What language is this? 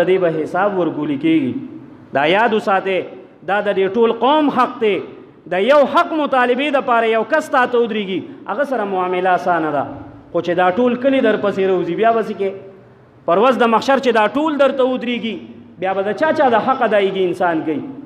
Pashto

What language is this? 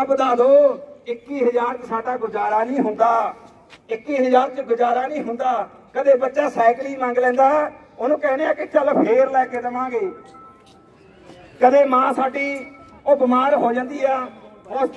Punjabi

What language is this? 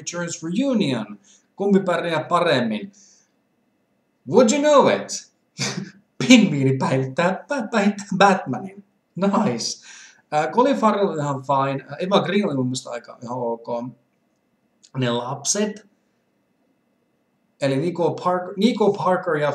Finnish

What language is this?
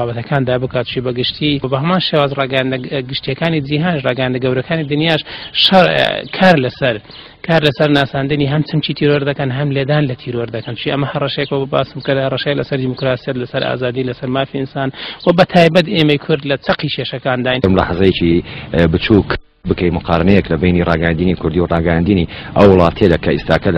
Central Kurdish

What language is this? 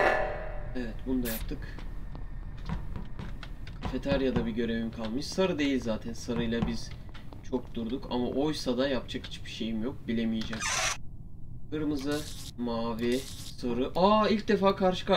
Turkish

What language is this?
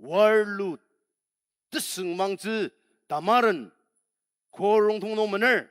Ao Naga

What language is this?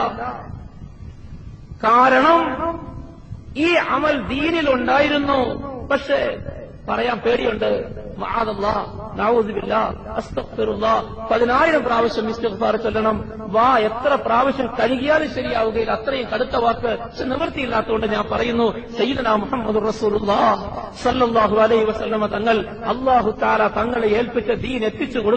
Malayalam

